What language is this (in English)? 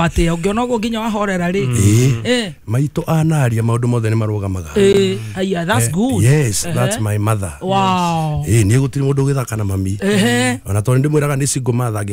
Kikuyu